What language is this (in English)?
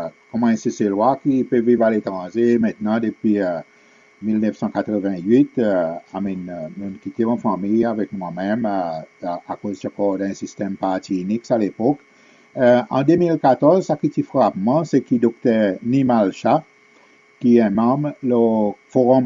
Seselwa Creole French